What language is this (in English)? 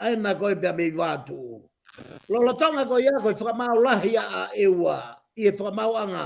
Tongan